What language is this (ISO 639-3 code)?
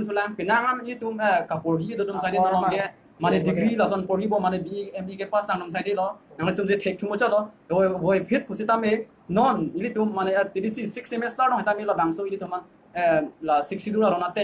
mjw